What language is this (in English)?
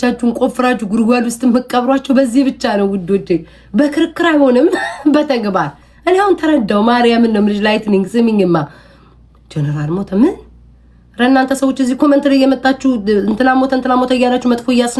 Amharic